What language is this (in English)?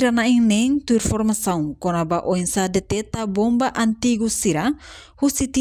Tetum